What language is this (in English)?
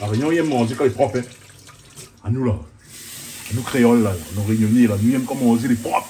Réunion Creole French